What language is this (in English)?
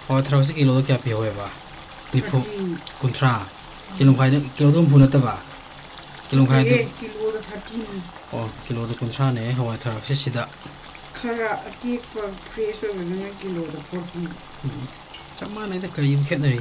Manipuri